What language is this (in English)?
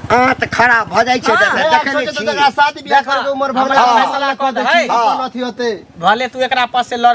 Maithili